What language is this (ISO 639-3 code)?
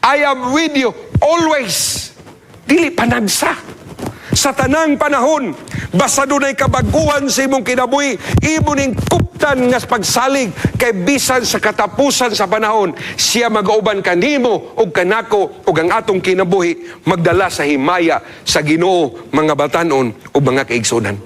ceb